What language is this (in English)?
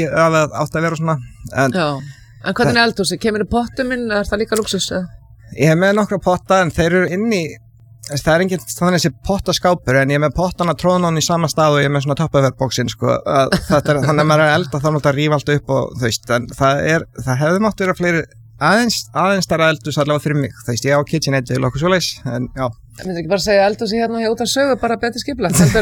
Icelandic